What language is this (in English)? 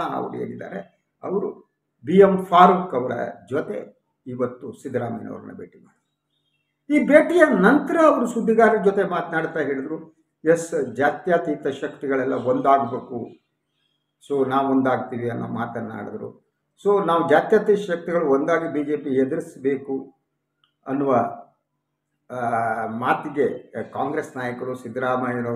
Kannada